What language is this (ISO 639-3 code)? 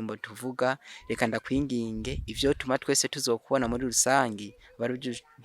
run